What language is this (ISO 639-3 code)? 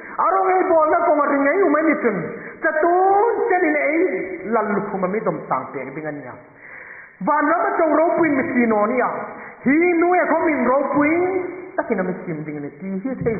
hmr